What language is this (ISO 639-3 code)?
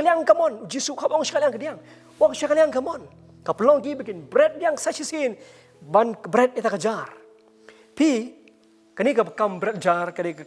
kha